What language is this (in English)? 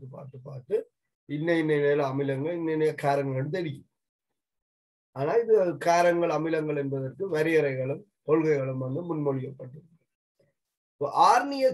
Tamil